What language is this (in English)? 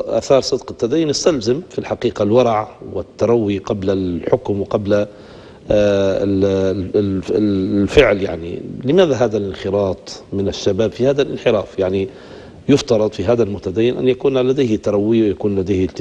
Arabic